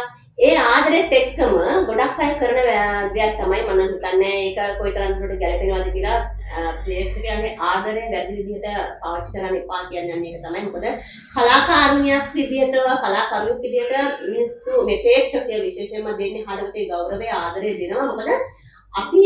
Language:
Sinhala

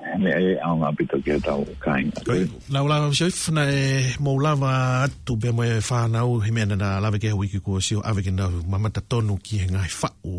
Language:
Tongan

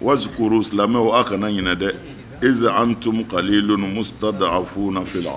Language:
Bambara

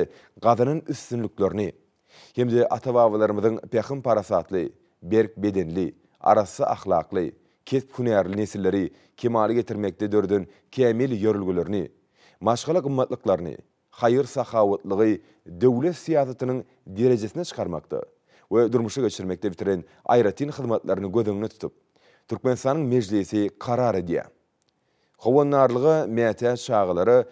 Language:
Turkmen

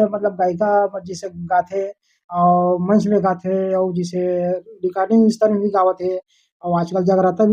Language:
Chhattisgarhi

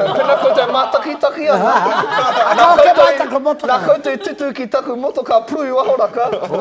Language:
Māori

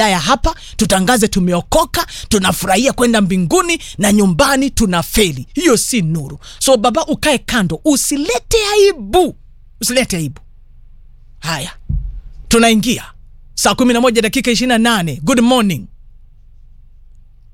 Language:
Swahili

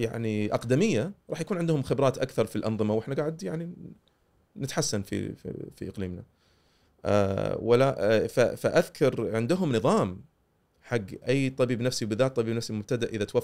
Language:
Gulf Arabic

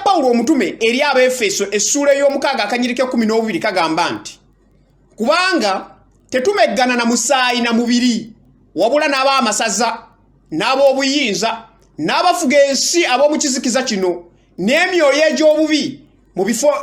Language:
Ganda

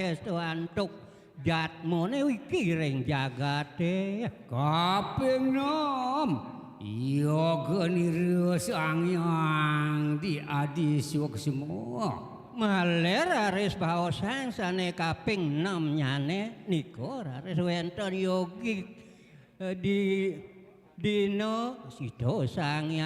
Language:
Balinese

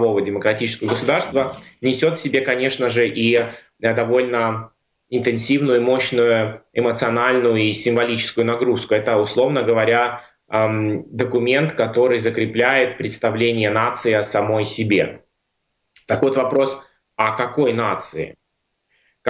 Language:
Russian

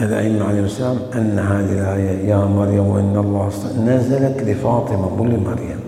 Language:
Mesopotamian Arabic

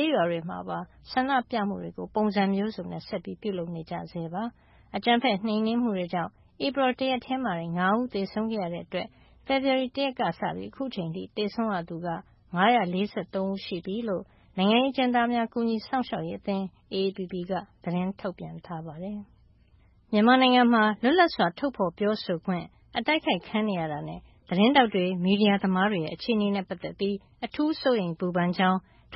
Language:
Burmese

